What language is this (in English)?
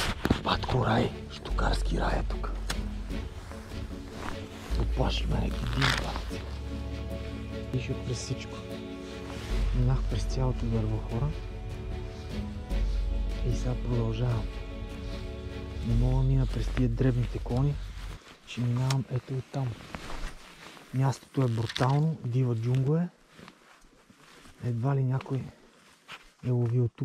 Bulgarian